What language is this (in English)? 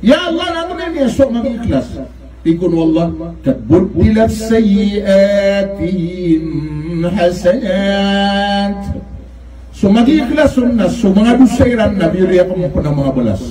Maranao